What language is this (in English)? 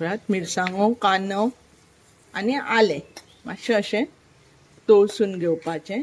Konkani